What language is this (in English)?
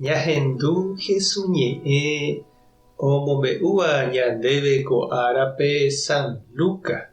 Guarani